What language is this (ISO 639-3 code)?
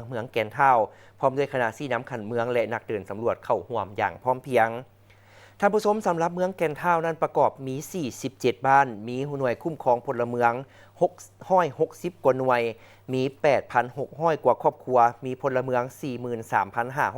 lao